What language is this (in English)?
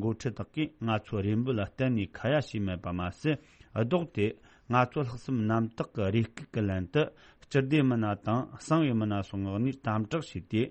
Tibetan